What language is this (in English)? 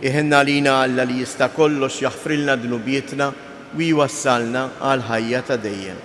Maltese